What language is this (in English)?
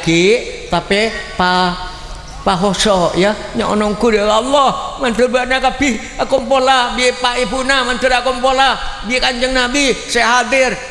Madurese